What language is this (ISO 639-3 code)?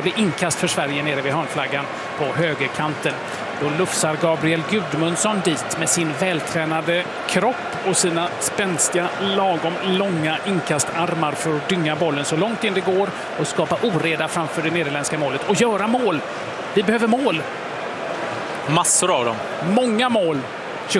swe